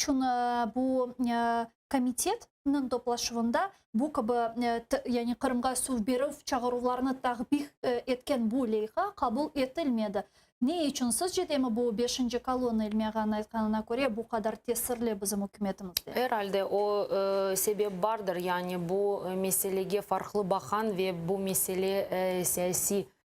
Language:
Crimean Tatar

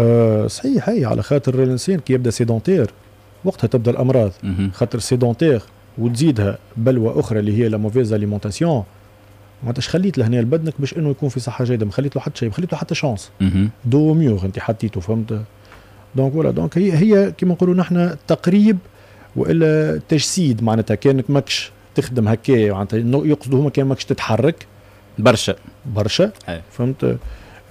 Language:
Tunisian Arabic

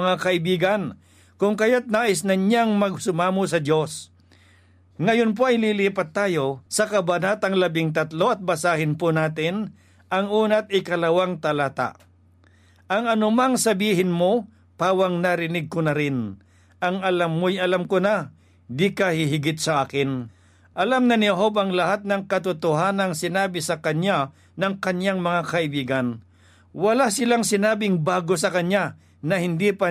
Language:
Filipino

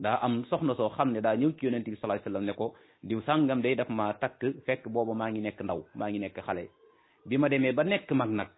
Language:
Wolof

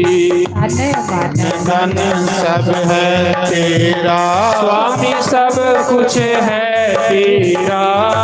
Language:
Dogri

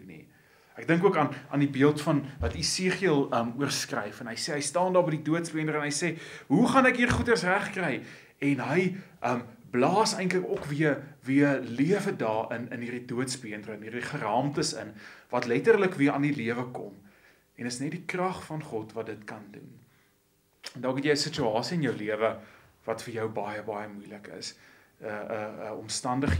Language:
Afrikaans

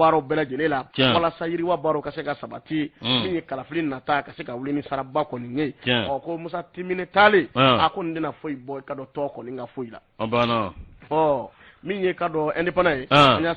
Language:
Bambara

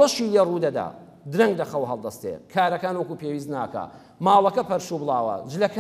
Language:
Central Kurdish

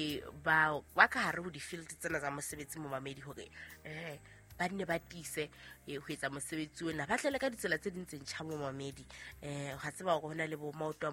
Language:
Southern Sotho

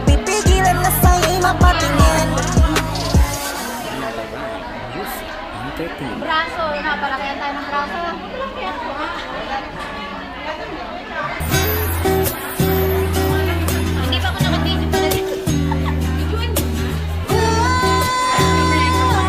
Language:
Filipino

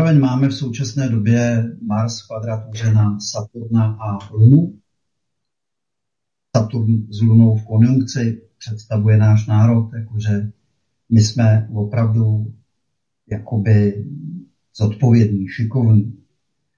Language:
Czech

